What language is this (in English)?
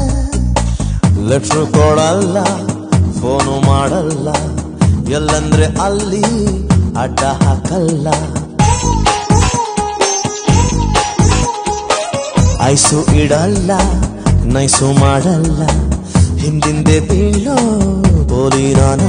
Kannada